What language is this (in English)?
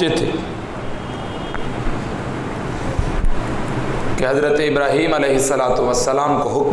Urdu